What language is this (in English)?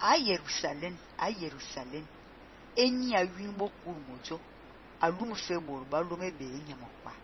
Fang